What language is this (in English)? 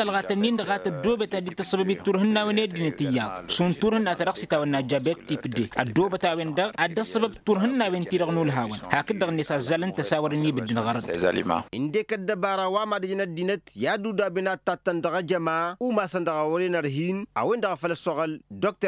Tamasheq